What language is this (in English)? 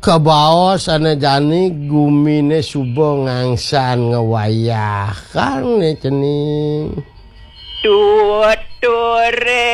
Balinese